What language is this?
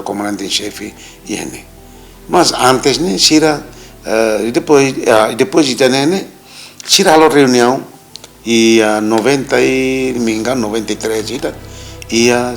Tetum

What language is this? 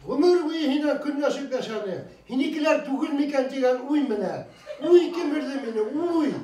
Bashkir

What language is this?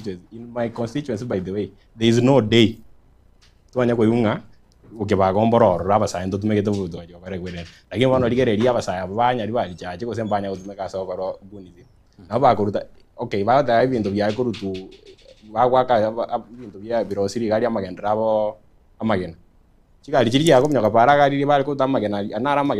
Gusii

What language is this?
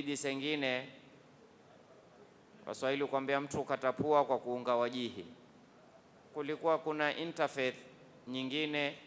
Swahili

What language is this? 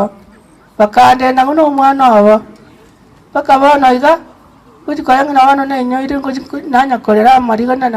Gusii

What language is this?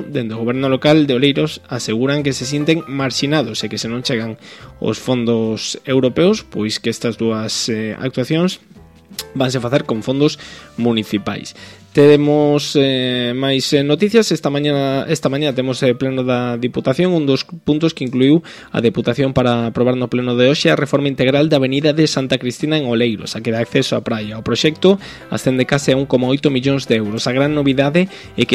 Galician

